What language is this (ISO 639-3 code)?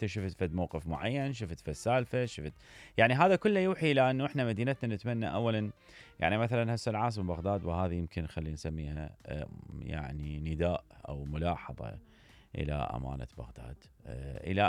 acm